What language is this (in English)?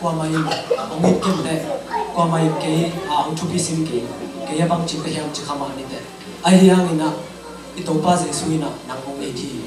Tedim Chin